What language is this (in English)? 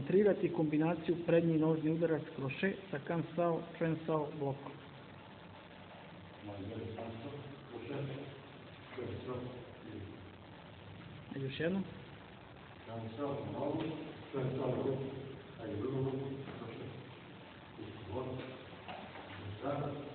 Serbian